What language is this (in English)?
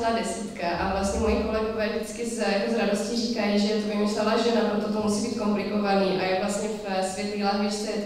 Czech